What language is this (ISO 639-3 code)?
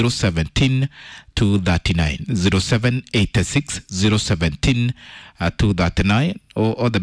kik